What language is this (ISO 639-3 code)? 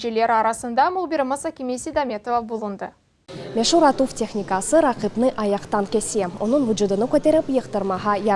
crh